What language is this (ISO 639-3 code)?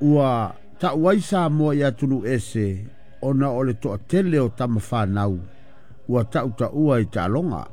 smo